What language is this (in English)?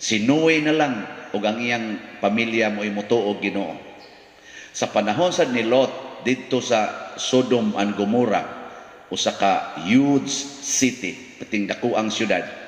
Cebuano